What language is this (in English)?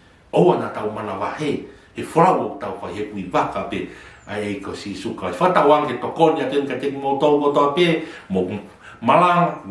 Tongan